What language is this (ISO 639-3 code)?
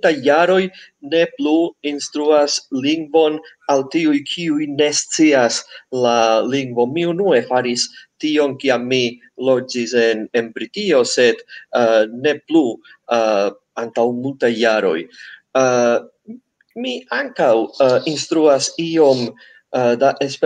epo